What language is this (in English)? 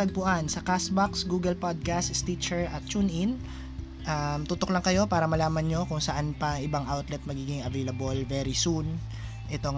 Filipino